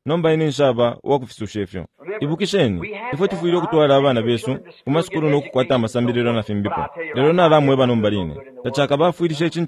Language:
Bemba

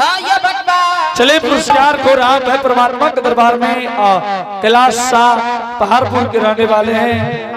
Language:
Angika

